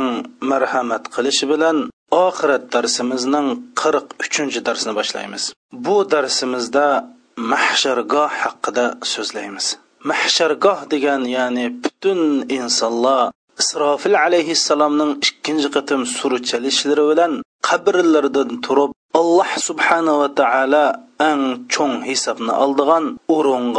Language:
Uyghur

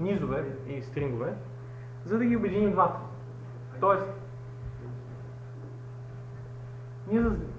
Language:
Bulgarian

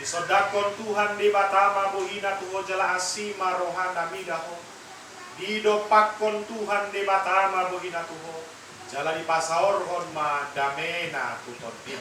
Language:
Batak Toba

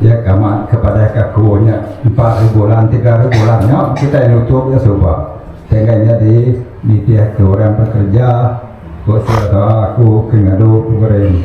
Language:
Iban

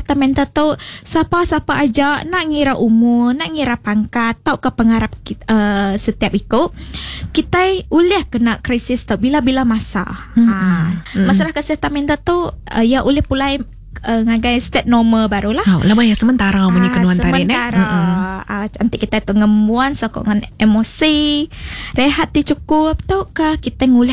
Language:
Iban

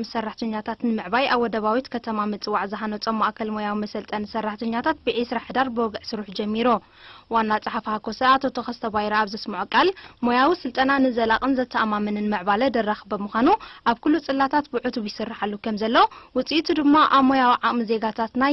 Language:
Tigrinya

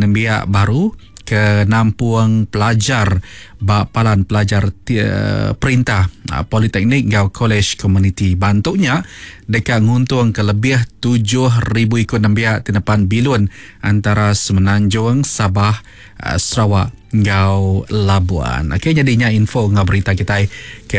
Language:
Iban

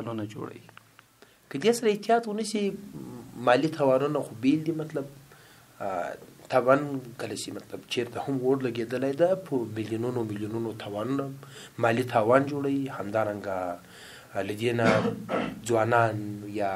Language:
Pashto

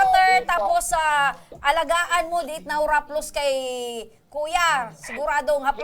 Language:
Bikol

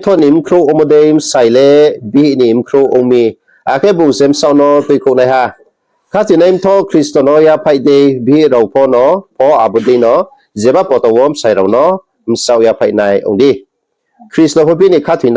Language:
Riang (India)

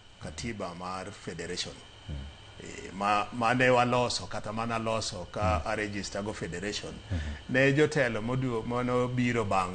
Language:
Luo (Kenya and Tanzania)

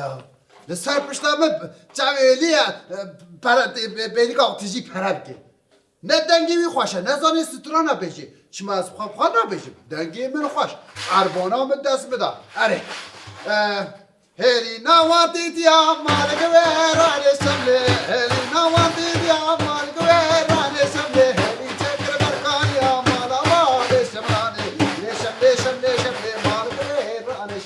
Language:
Kurdish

